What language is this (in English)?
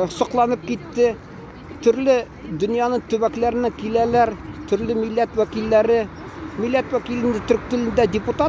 Tatar